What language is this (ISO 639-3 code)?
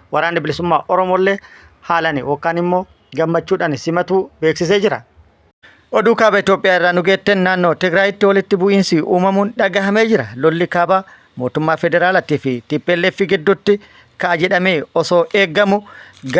orm